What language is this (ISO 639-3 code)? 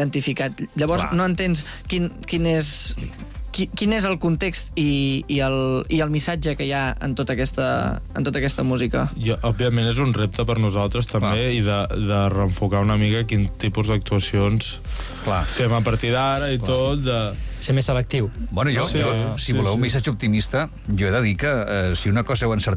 cat